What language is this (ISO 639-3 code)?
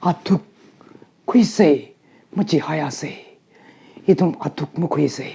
nmf